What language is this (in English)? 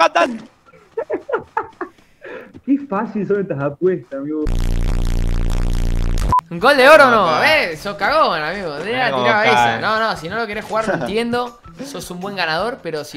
Spanish